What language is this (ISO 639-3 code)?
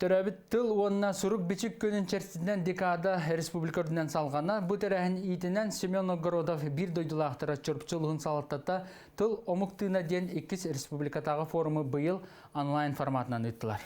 sah